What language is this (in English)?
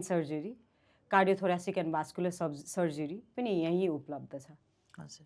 Nepali